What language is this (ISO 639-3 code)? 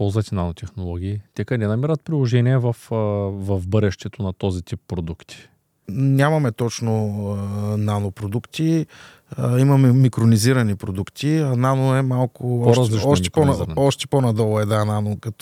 bul